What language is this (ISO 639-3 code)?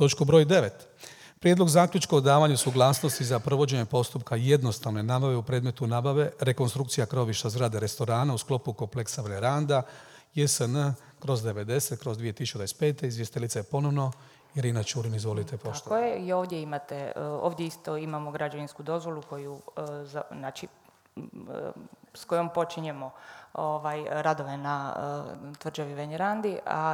hrv